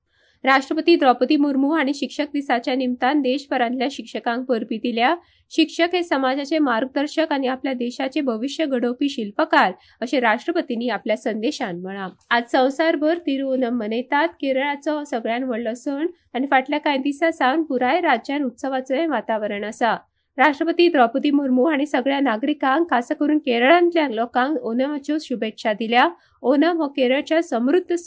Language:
Konkani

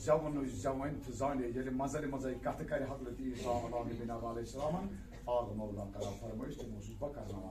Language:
Kashmiri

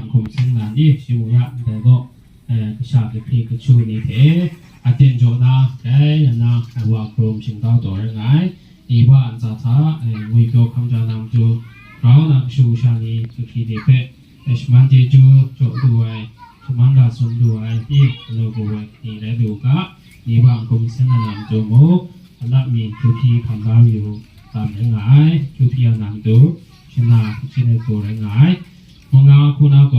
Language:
Kachin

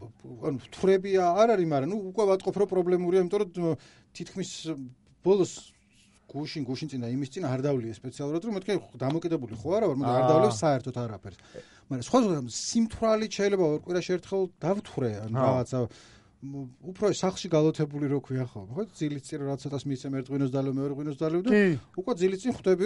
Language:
Georgian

